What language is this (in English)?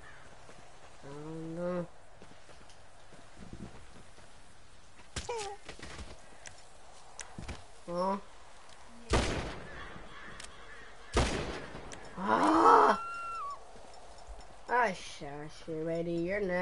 English